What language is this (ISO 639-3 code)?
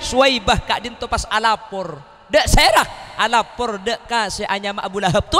mad